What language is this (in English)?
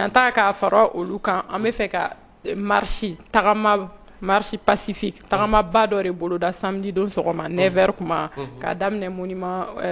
Bambara